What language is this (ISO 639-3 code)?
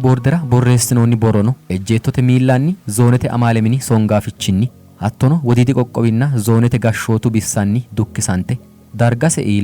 sid